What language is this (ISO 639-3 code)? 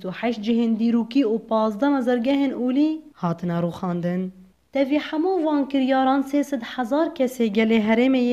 kur